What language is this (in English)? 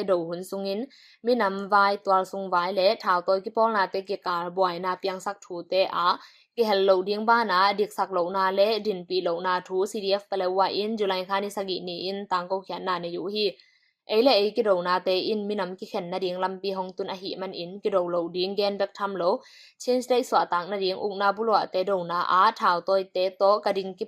Tedim Chin